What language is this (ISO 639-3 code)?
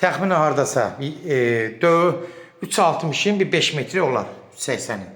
aze